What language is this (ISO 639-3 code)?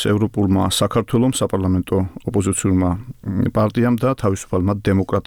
kat